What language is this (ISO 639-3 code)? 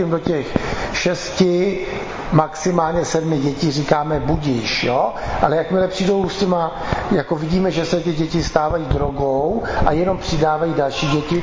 ces